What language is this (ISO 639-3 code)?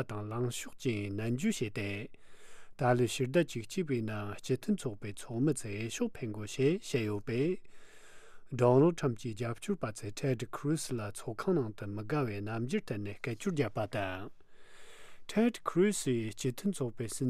bod